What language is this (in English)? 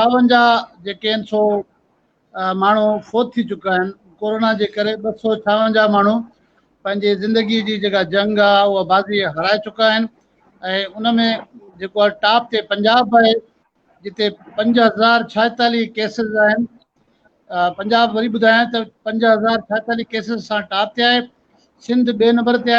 Sindhi